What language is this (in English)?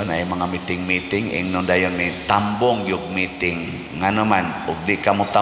Cebuano